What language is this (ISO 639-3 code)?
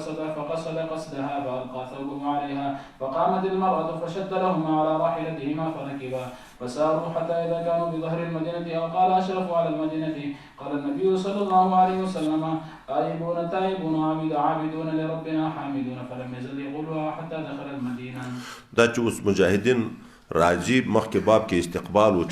pus